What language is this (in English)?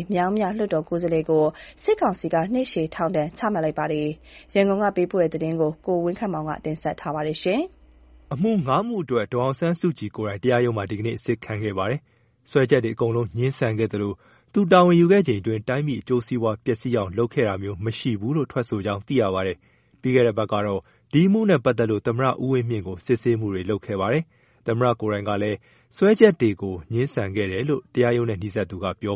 Burmese